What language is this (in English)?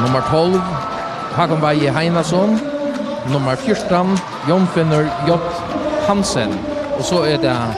Faroese